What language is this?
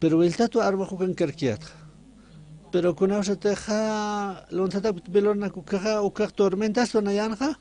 Aymara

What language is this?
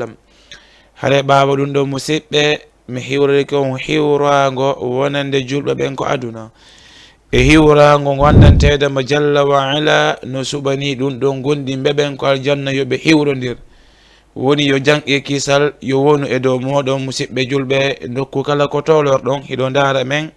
Fula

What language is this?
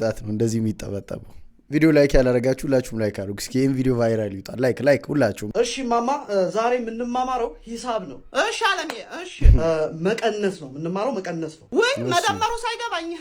Amharic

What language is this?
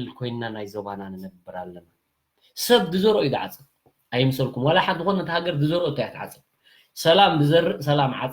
Tigrinya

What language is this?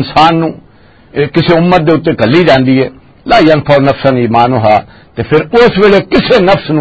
Western Panjabi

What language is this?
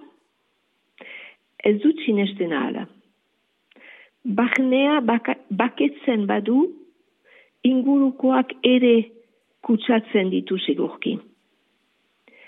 Basque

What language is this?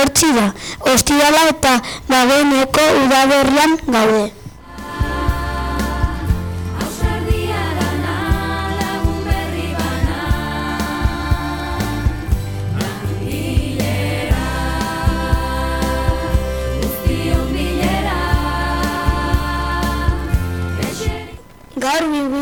Basque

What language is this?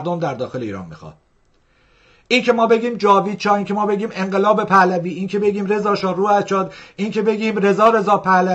Persian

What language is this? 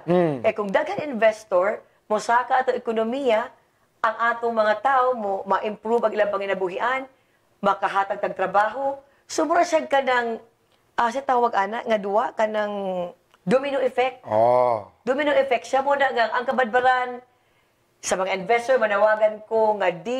Cebuano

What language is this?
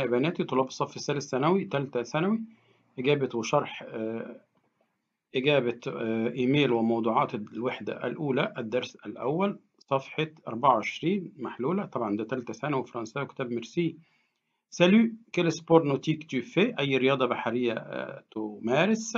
Egyptian Arabic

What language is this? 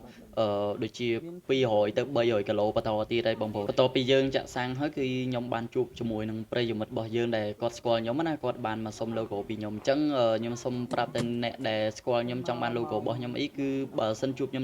Khmer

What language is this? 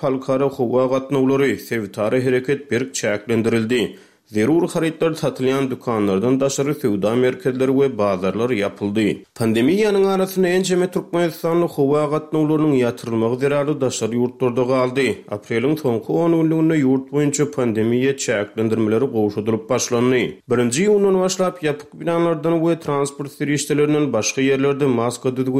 Turkmen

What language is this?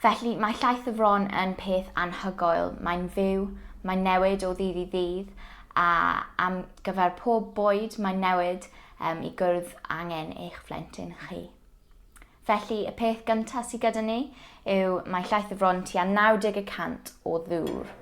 Welsh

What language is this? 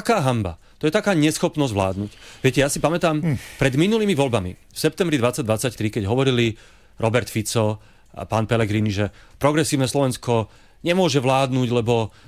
Slovak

